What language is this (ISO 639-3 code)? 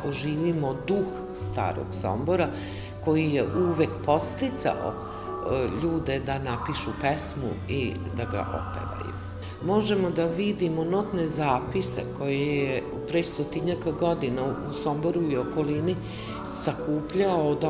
srp